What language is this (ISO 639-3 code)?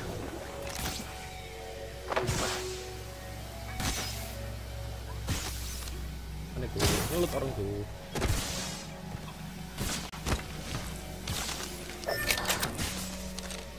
ind